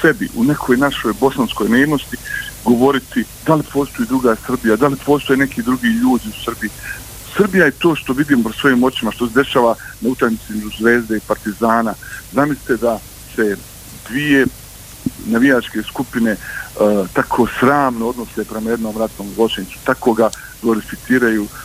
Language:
Bosnian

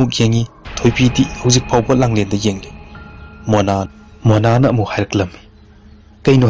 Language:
Manipuri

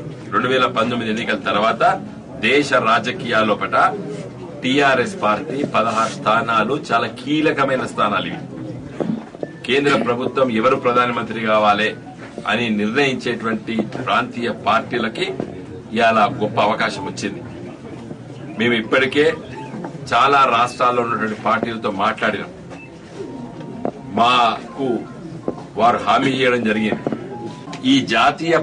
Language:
Telugu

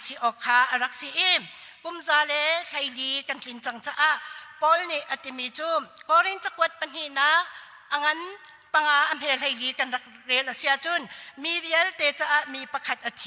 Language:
Hakha Chin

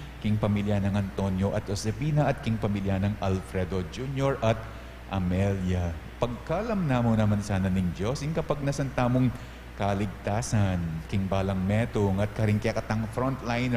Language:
Pampanga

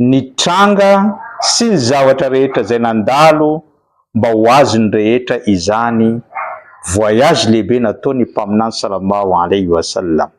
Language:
Malagasy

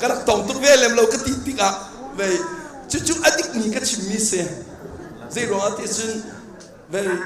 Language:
Hakha Chin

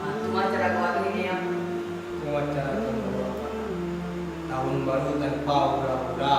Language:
Minangkabau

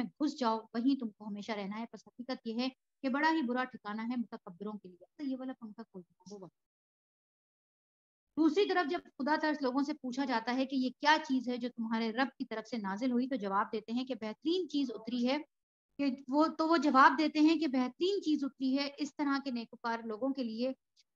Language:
Urdu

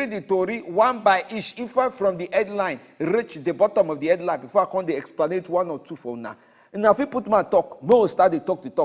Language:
Nigerian Pidgin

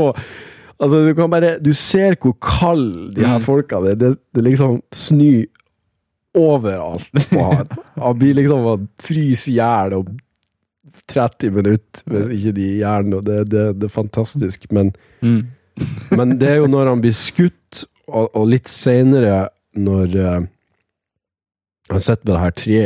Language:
Norwegian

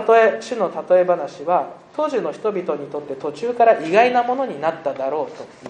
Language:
Japanese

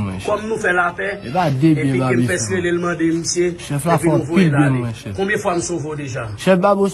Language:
Haitian Creole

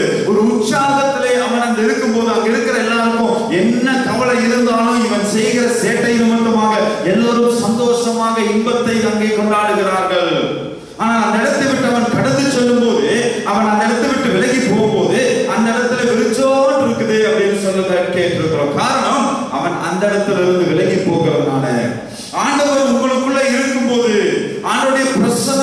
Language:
Tamil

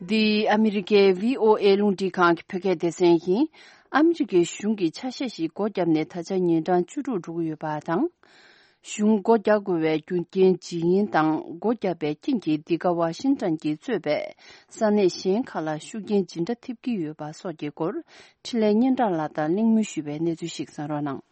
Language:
Tibetan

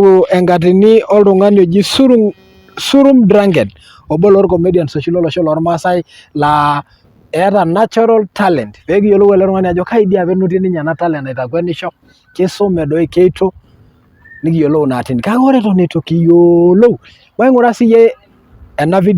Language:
Masai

